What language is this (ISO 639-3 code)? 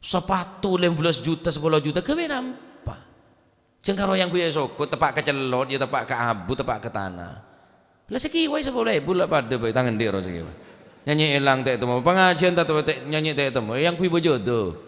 mad